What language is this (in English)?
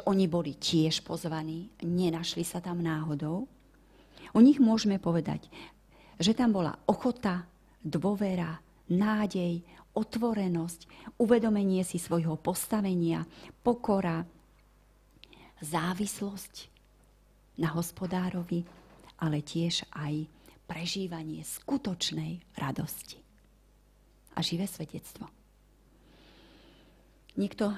Slovak